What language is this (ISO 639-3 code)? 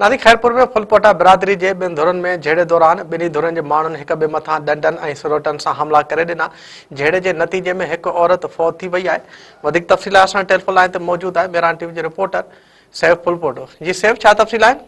snd